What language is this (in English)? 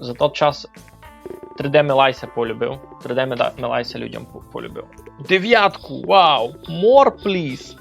Rusyn